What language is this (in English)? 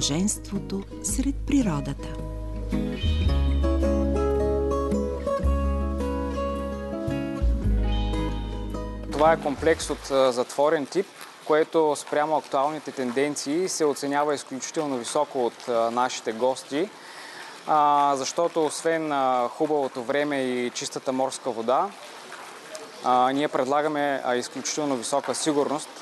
Bulgarian